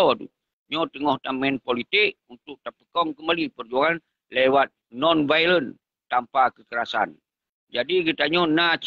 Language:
Achinese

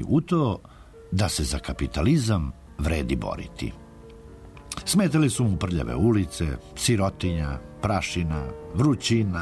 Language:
Serbian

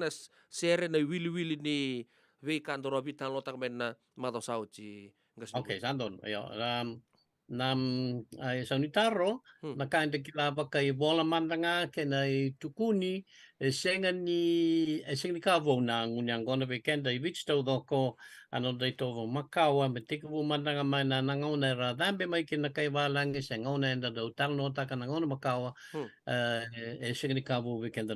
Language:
Fijian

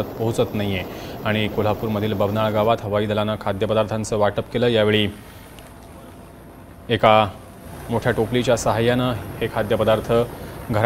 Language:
Marathi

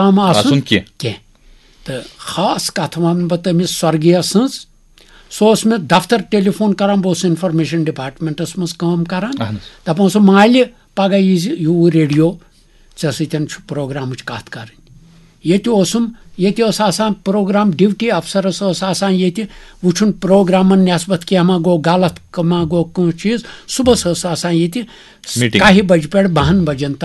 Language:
Kashmiri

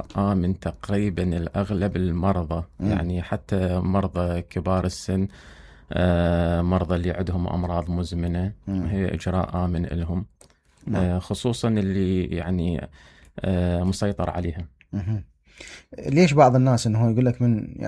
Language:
Mesopotamian Arabic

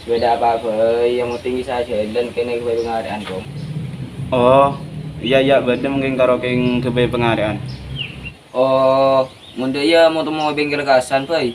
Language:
Madurese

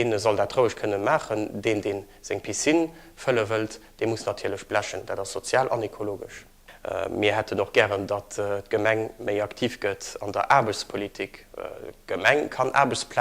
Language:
Luxembourgish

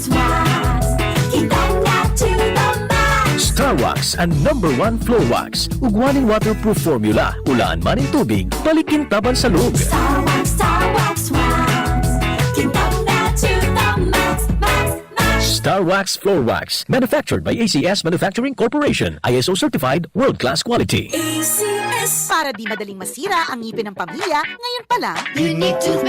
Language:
Bikol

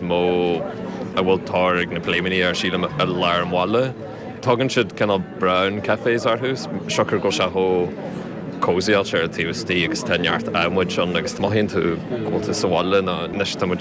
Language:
Irish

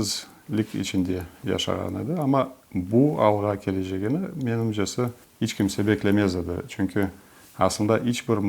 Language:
Crimean Tatar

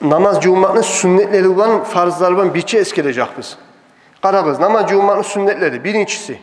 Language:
Kumyk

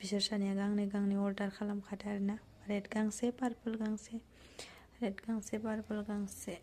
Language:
Bodo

